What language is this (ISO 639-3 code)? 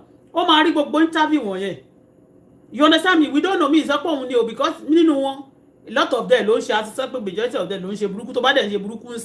yor